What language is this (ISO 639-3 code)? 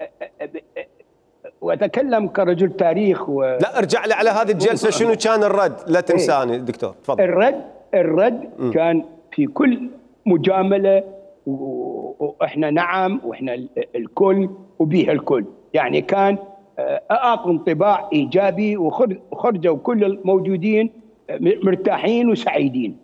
acm